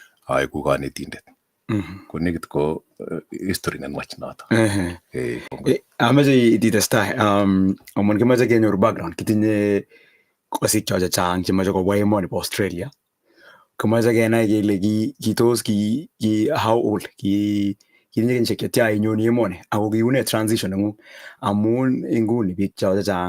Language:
Kalenjin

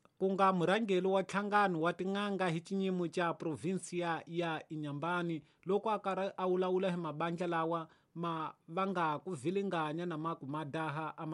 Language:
Tsonga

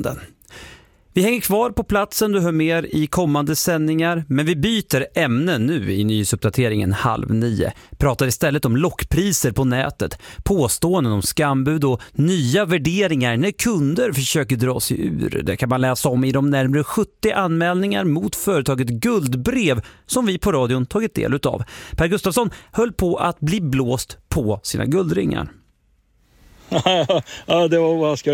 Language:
Swedish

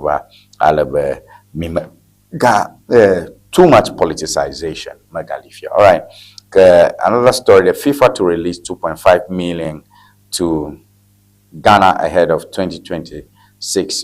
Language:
Ewe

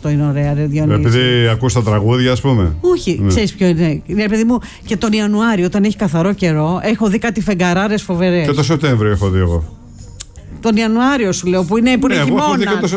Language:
Greek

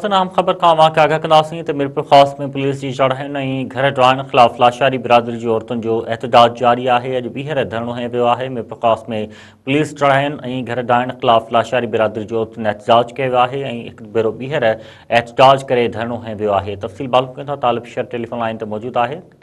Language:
Sindhi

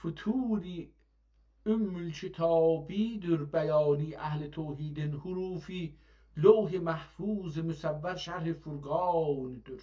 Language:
South Azerbaijani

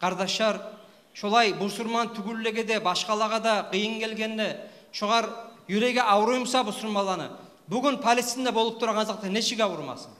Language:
Kumyk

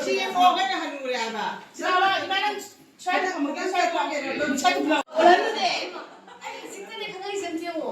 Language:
Manipuri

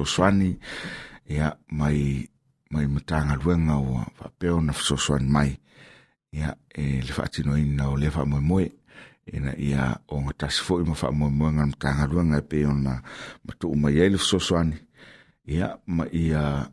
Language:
Samoan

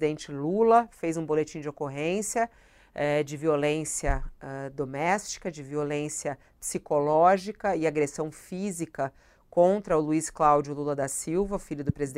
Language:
Portuguese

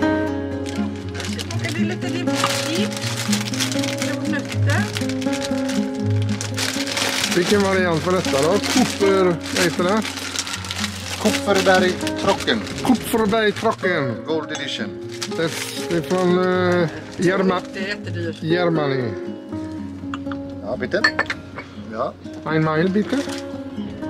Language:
Swedish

